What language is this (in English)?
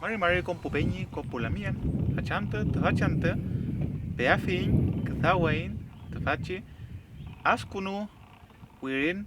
Mapuche